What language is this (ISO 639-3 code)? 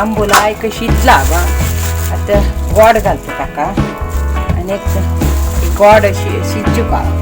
kok